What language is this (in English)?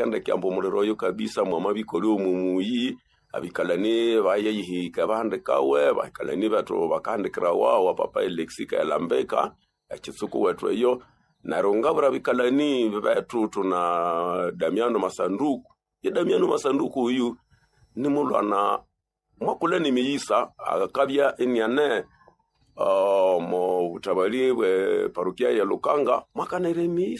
Nande